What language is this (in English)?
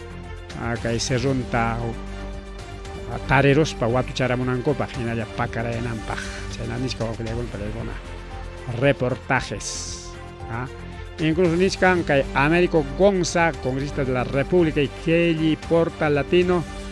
Ayacucho Quechua